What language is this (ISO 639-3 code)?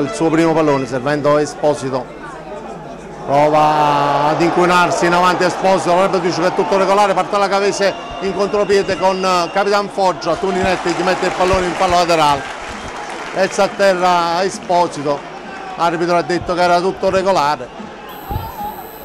ita